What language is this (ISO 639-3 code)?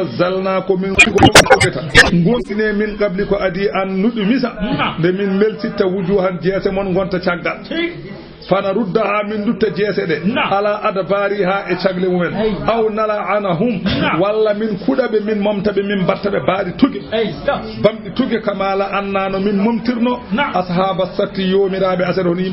ful